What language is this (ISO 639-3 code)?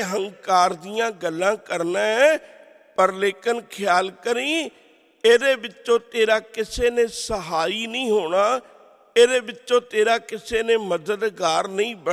pan